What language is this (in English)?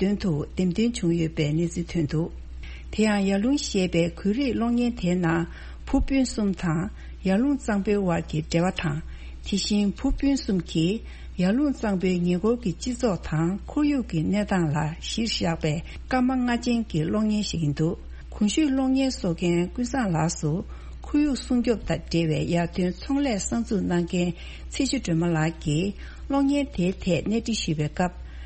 Tibetan